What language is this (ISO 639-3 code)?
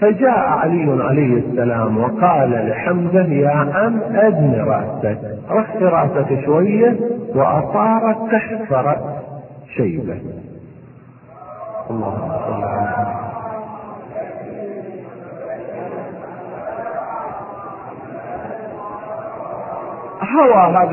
ara